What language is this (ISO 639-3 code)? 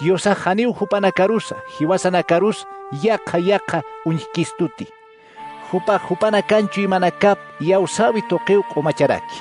aym